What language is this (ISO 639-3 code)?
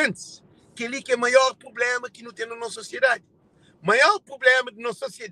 kea